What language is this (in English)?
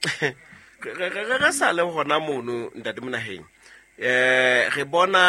Southern Sotho